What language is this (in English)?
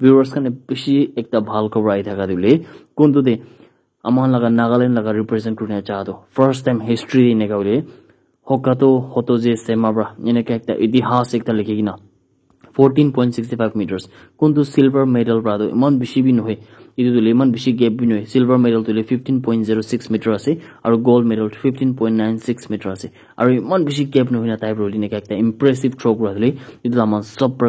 Naga Pidgin